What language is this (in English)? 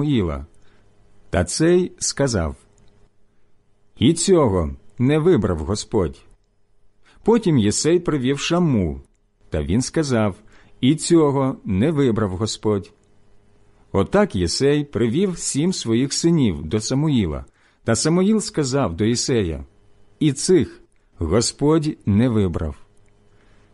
Ukrainian